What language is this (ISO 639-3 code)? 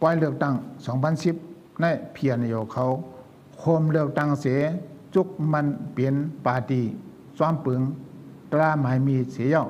shn